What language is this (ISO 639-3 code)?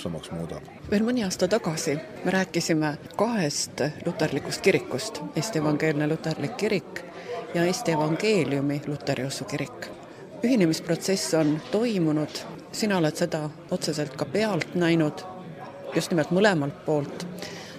est